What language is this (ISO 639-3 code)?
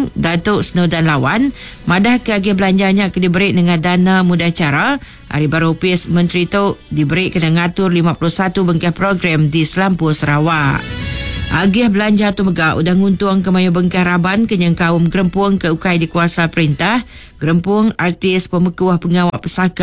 iba